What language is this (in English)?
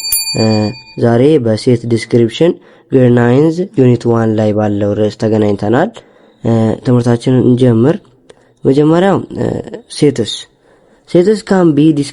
Amharic